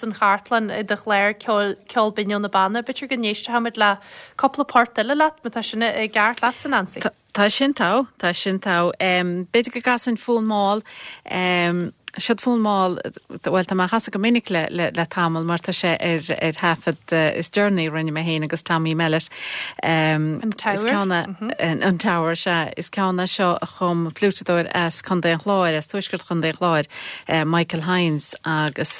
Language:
Irish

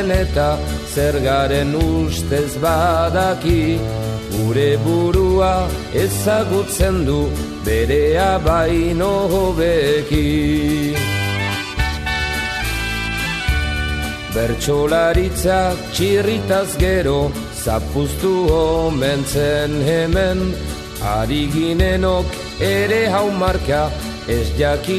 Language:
Basque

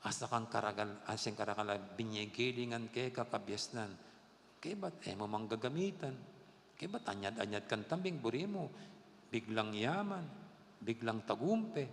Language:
Pampanga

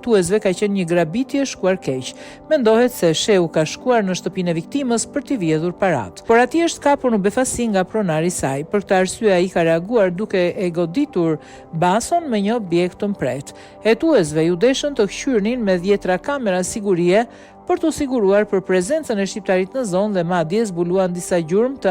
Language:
Albanian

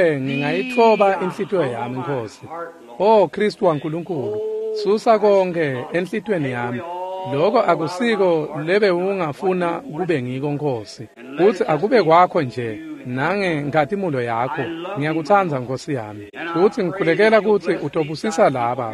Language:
Swati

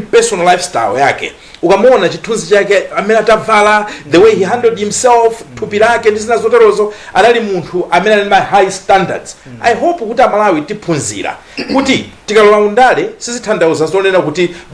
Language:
Nyanja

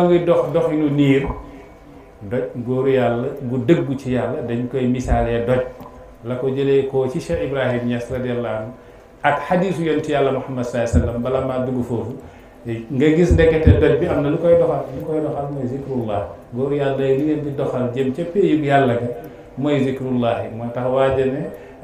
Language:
Wolof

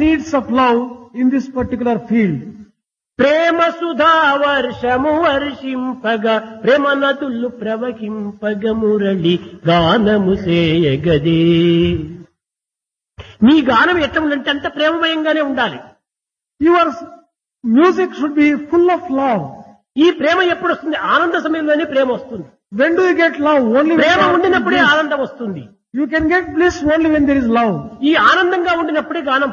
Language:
Telugu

